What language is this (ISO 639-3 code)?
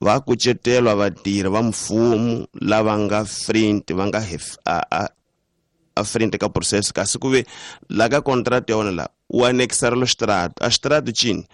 tso